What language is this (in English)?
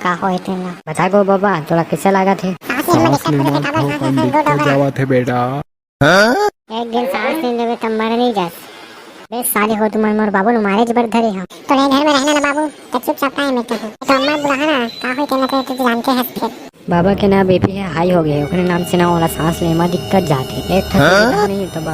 Chhattisgarhi